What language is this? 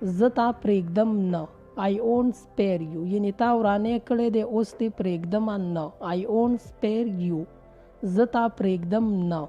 Pashto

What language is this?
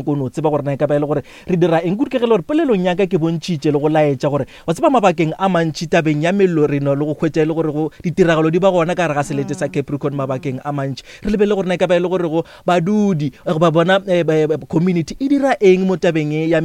Northern Sotho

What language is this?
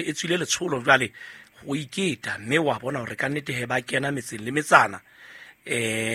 Southern Sotho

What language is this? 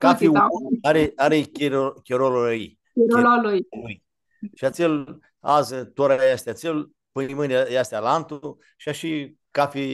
Aromanian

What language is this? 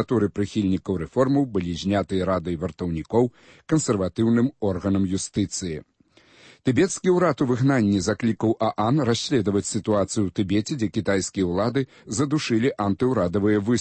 Belarusian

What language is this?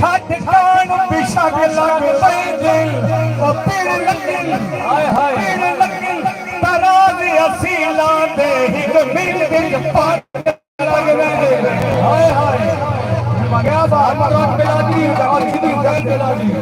Saraiki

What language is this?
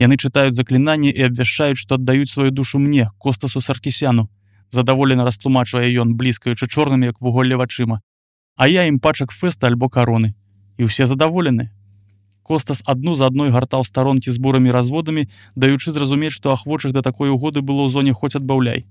Belarusian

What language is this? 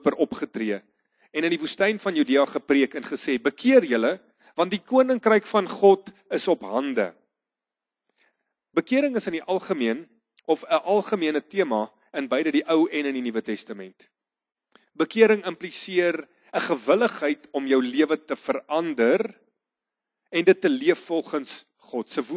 Afrikaans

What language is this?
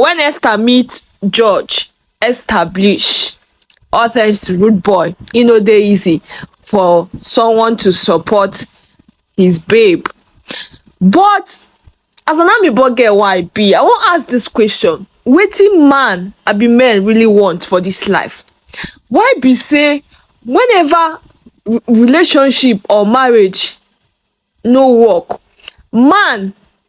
Nigerian Pidgin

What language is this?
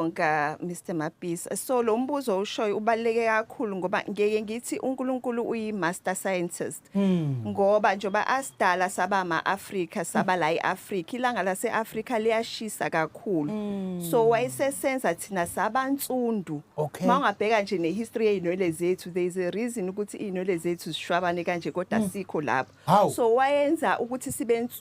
Zulu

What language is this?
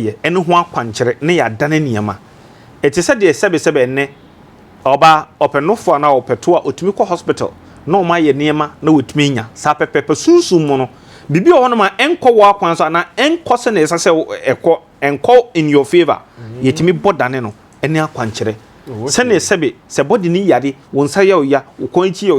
Akan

